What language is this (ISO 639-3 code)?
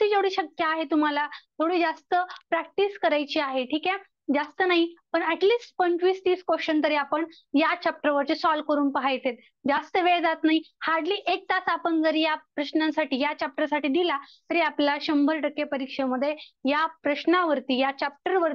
mar